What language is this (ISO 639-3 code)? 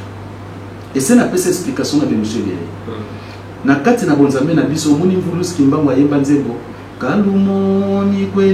lin